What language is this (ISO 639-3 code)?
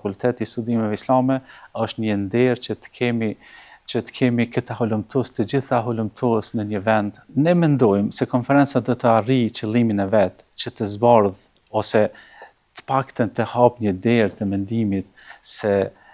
sqi